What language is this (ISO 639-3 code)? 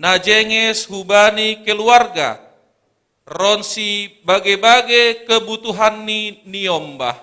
bts